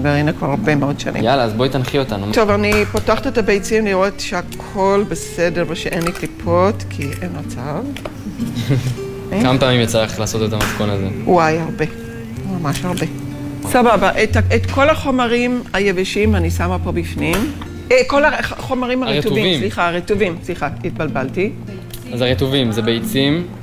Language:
Hebrew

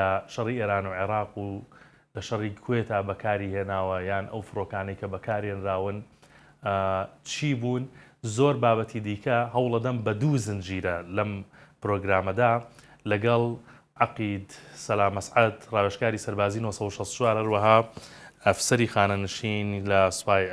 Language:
Central Kurdish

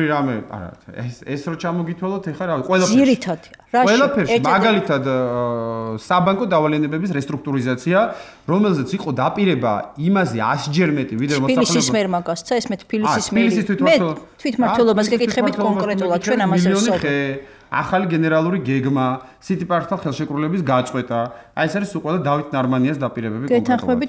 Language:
Georgian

